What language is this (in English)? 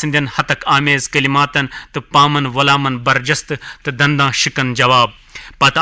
Kashmiri